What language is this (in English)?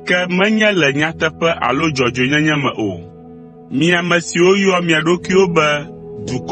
Ewe